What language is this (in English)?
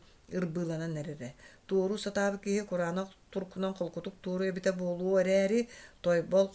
Yakut